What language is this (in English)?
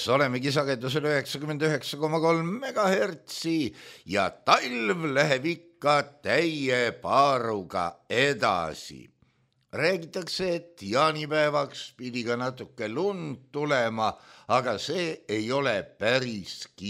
Estonian